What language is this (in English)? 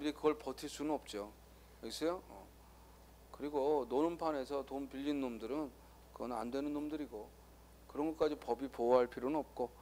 Korean